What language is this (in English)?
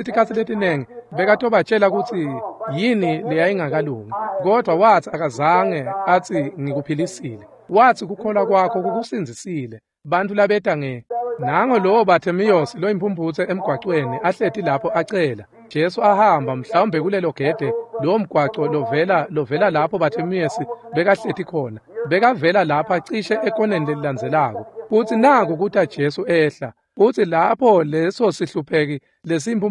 Swati